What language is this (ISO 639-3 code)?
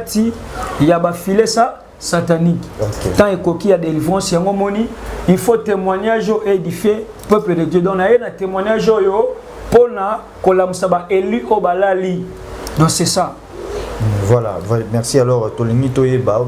lin